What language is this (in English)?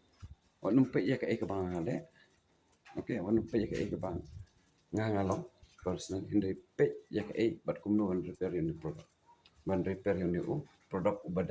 Khasi